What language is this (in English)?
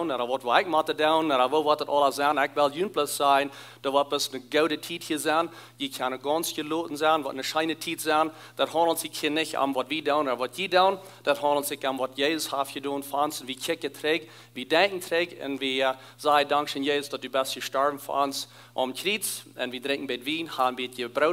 Plautdietsch